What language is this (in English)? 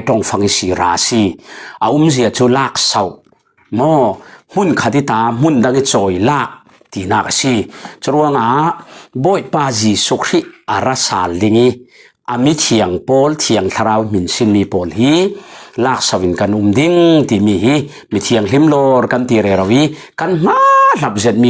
Falam Chin